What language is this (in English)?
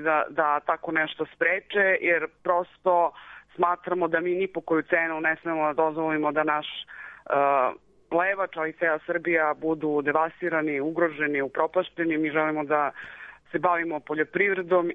Serbian